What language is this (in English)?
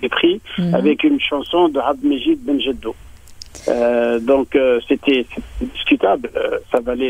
French